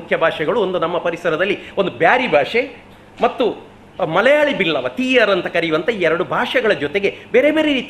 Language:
Kannada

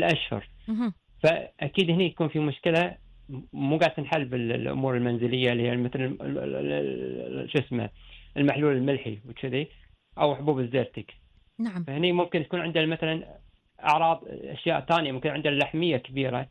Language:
Gulf Arabic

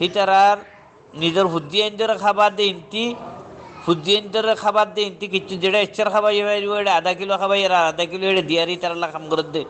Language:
Rohingya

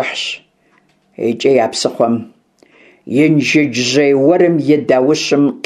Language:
Kabardian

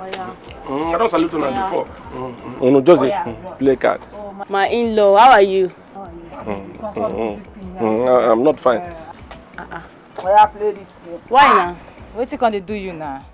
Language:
Nigerian Pidgin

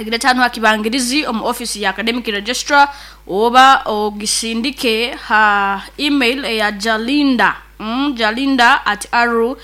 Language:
Nyankole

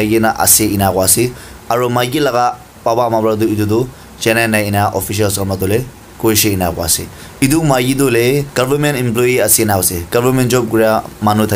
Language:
Naga Pidgin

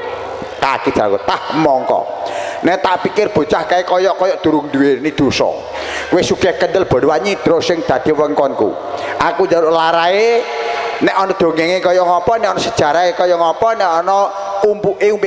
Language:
Javanese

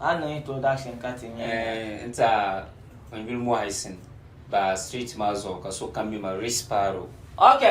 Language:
Dagbani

